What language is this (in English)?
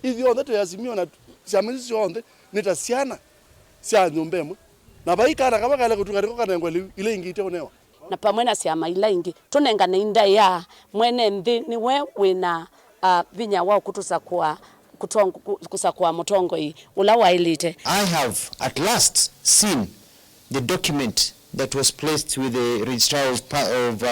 Kamba